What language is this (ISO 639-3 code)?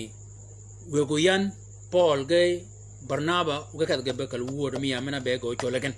shk